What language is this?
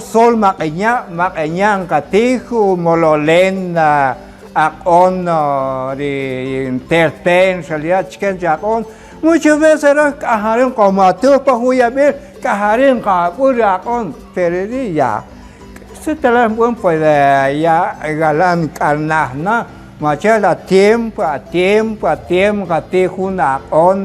Kaqchikel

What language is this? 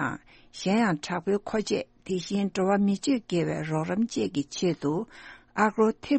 Tibetan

